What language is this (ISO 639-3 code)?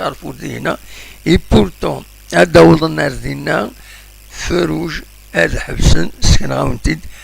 kab